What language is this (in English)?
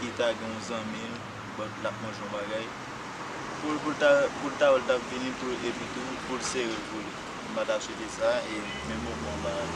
Haitian Creole